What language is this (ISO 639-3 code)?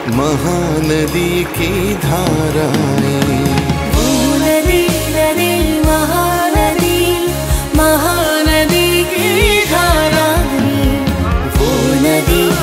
hin